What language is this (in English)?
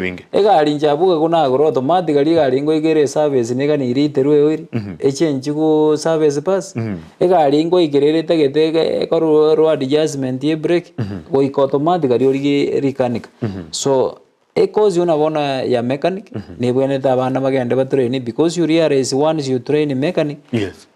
Gusii